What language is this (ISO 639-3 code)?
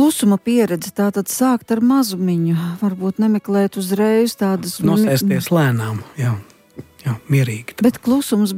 lav